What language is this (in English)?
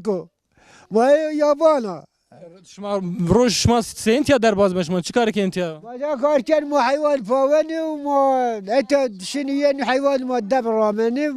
Zaza